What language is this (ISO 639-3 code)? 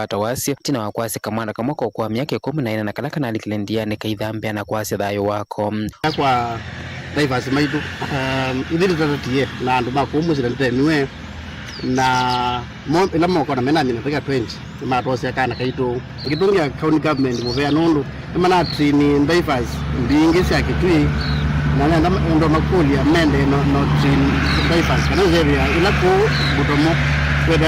kam